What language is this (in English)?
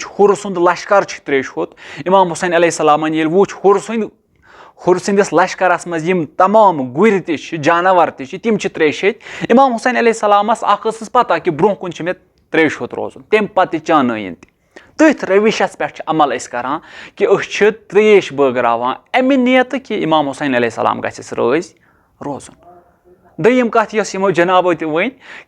Kashmiri